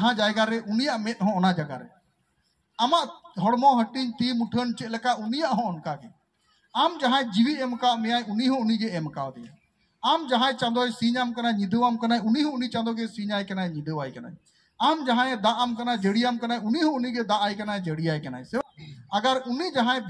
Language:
Santali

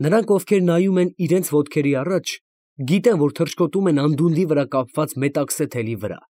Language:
Armenian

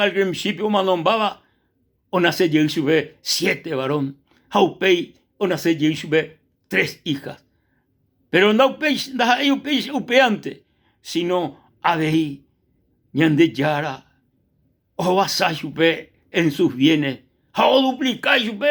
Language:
Guarani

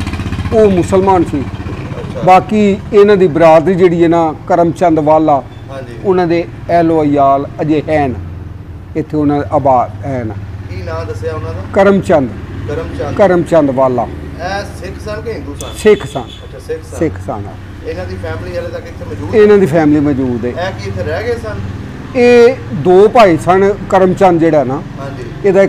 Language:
Punjabi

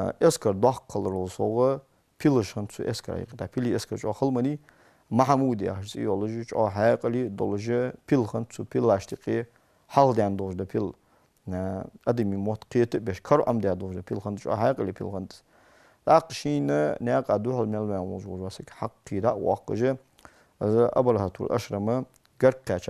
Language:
Ingush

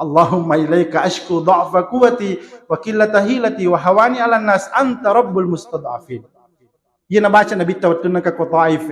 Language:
Buginese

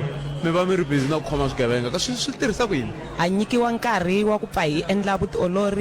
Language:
Tsonga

